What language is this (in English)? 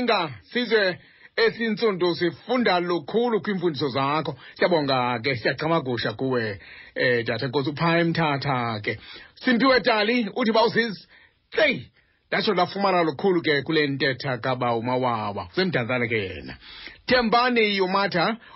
Xhosa